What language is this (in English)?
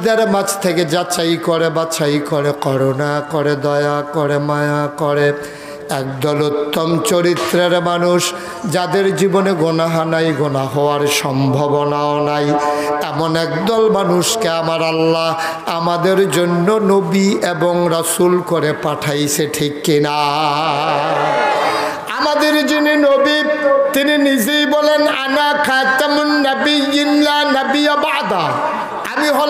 Bangla